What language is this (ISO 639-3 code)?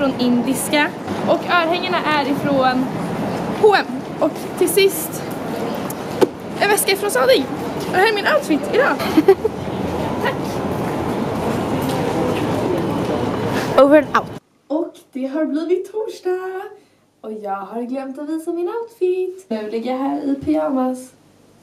swe